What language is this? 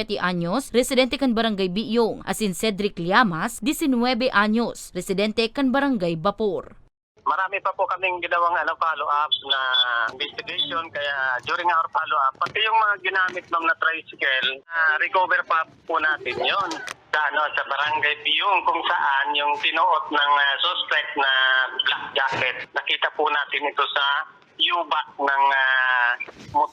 Bikol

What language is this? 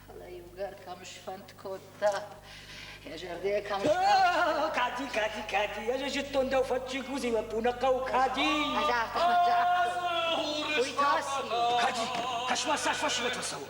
Ossetic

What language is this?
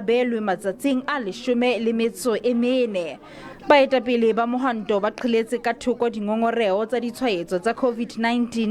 Southern Sotho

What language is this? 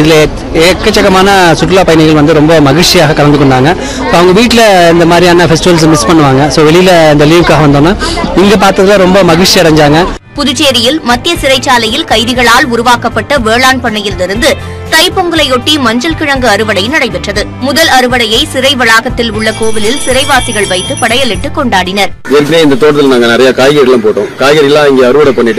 Tamil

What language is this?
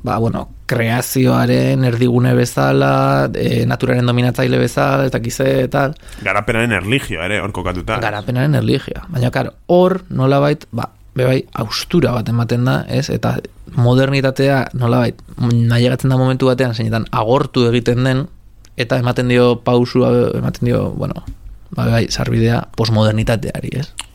Basque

